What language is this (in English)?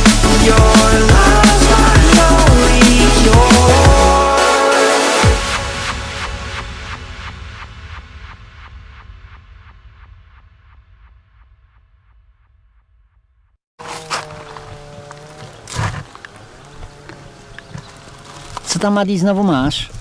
Polish